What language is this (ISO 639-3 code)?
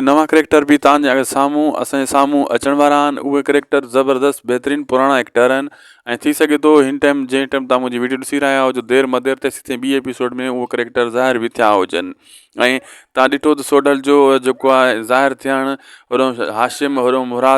snd